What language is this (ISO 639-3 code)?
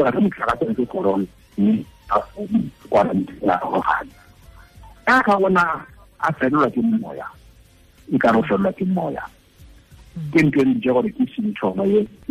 tsn